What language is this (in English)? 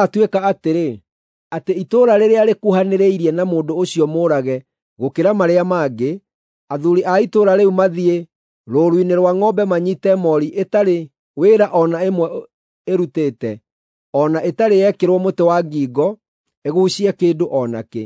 Kikuyu